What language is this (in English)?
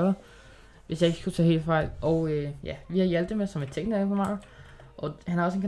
Danish